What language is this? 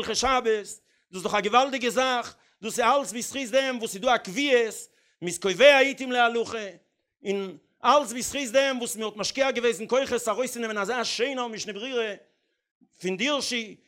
Yiddish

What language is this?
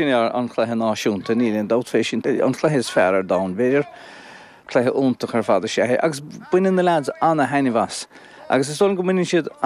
Irish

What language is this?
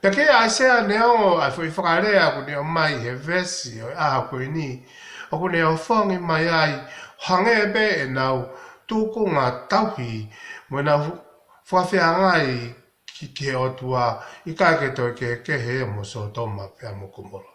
Tongan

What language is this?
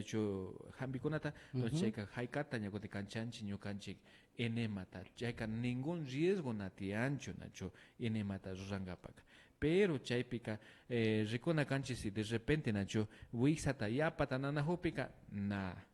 Imbabura Highland Quichua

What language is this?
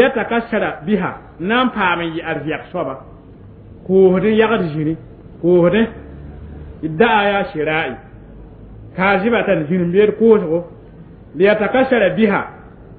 Mossi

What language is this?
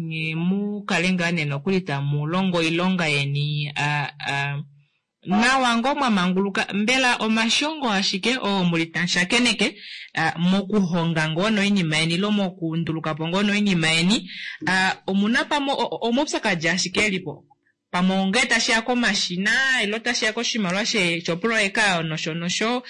Kuanyama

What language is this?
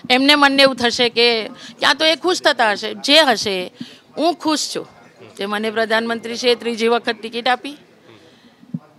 Gujarati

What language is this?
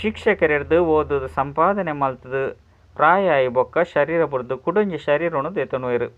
Tulu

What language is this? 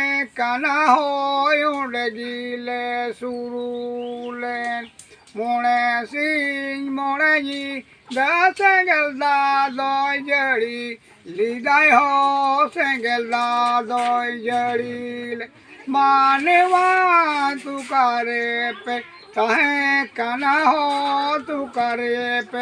Santali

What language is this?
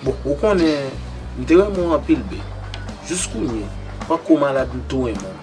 Haitian Creole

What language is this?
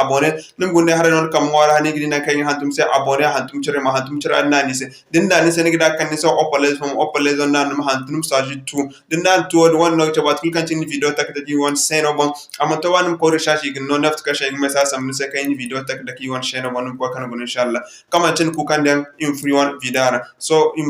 Zarma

